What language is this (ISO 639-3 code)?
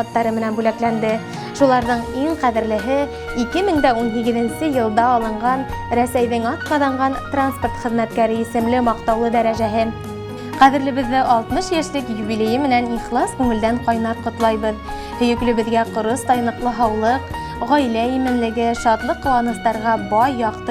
bak